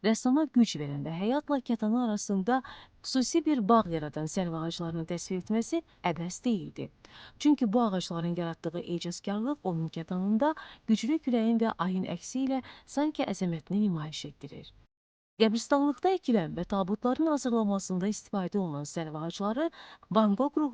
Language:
Azerbaijani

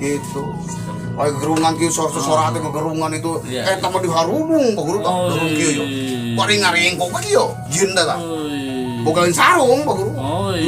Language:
Sundanese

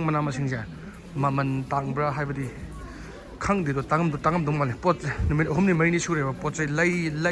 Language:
Manipuri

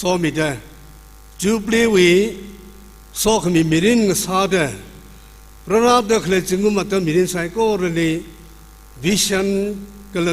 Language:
Tangkhul Naga (India)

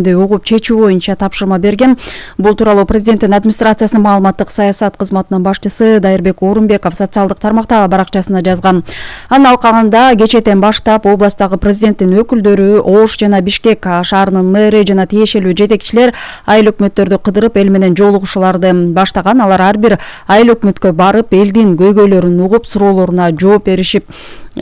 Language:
Kyrgyz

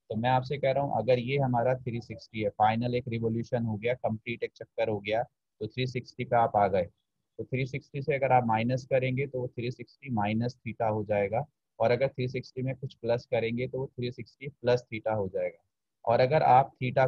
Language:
Hindi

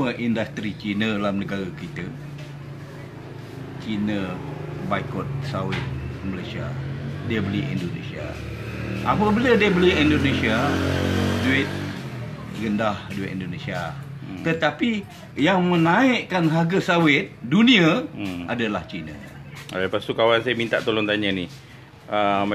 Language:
Malay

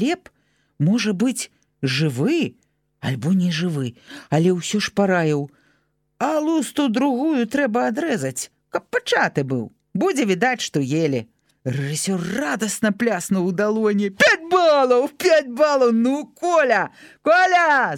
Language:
Belarusian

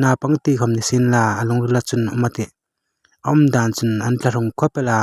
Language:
Hmar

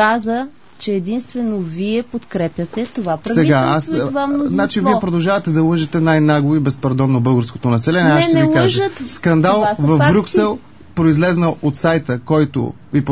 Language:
Bulgarian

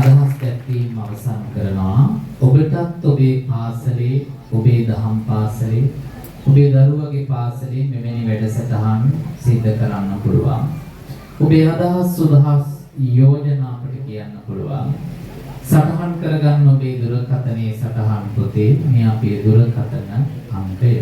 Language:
Sinhala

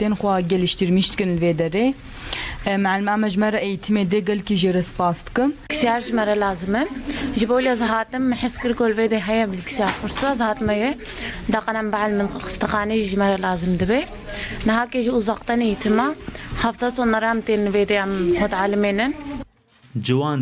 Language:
Kurdish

